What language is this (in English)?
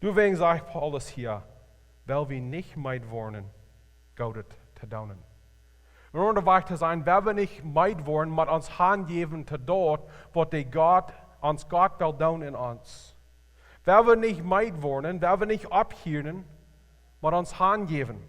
Plautdietsch